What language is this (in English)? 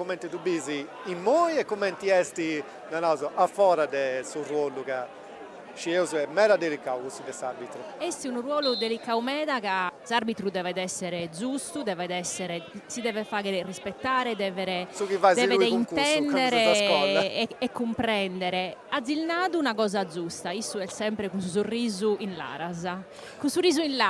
Sardinian